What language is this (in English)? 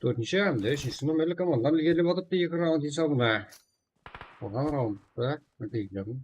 Kara-Kalpak